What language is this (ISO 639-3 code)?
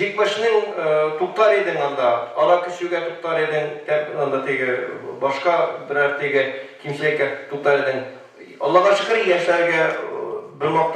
tat